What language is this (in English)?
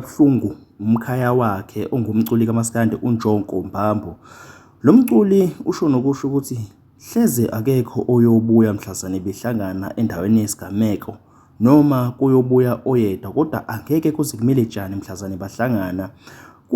Zulu